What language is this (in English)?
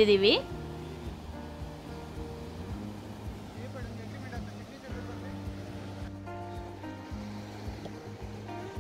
Kannada